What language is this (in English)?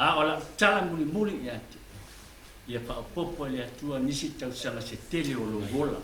Samoan